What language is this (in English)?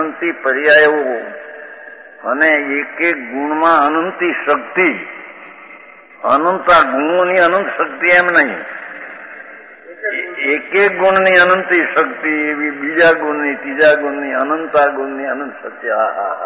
Gujarati